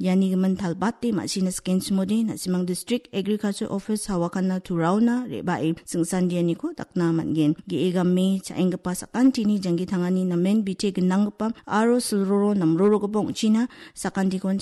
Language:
Garo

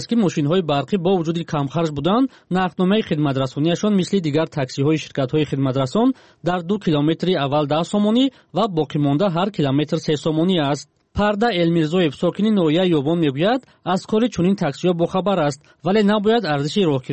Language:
Tajik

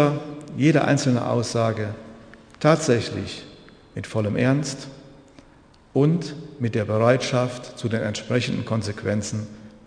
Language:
German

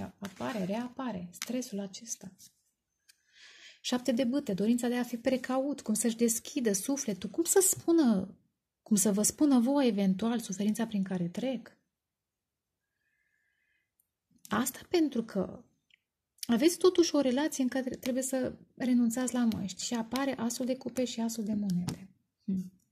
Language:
Romanian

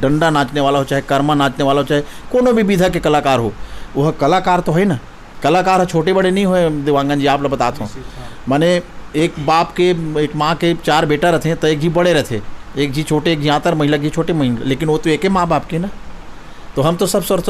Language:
Chhattisgarhi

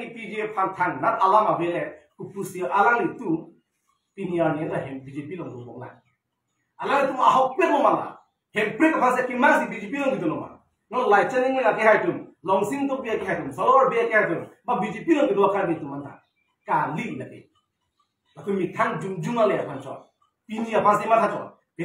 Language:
Karbi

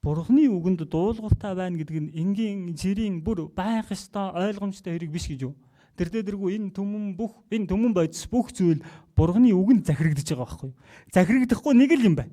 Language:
Mongolian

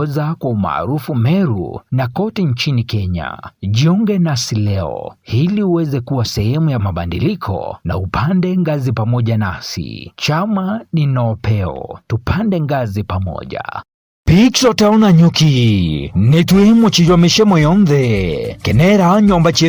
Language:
Meru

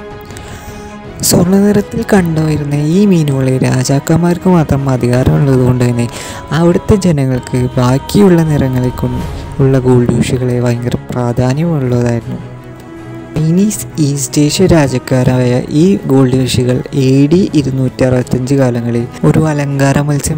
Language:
Malayalam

